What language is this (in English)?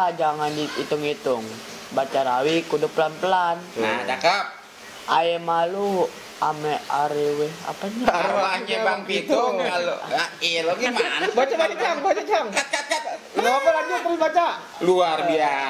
Betawi